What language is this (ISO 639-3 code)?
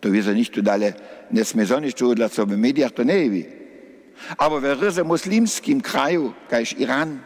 hsb